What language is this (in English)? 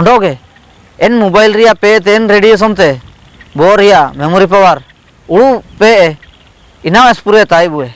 Ho